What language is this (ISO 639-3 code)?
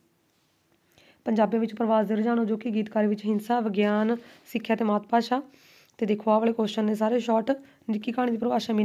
pan